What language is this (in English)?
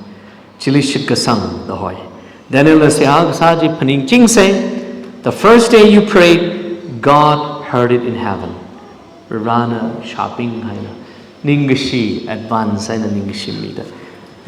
Tangkhul Naga (India)